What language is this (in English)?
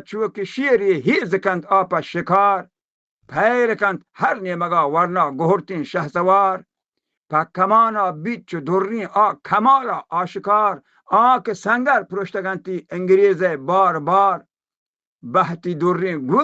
Baluchi